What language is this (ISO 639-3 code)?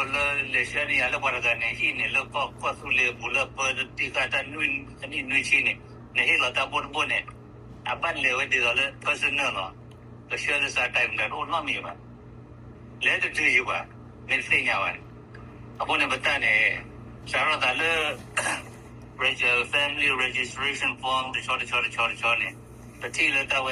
ksw